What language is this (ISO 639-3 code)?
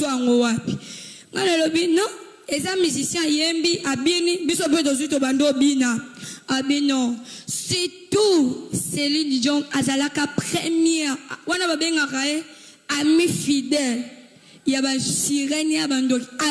lin